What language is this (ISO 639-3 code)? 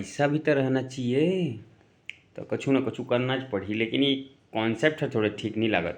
hne